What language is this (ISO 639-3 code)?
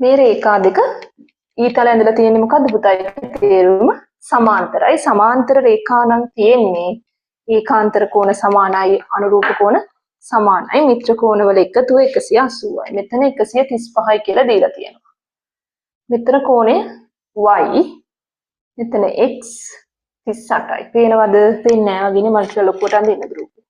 sin